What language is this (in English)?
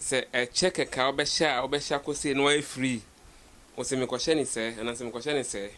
Akan